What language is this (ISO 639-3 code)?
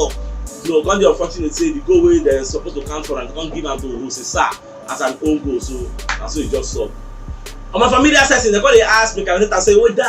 pcm